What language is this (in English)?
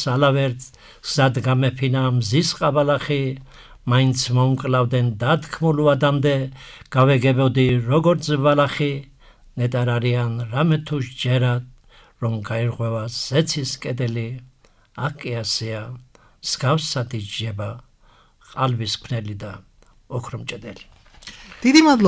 Georgian